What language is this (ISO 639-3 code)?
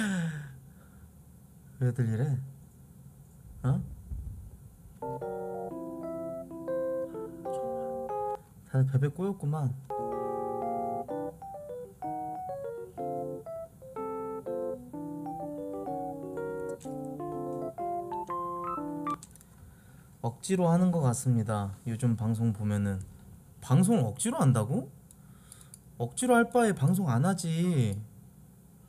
kor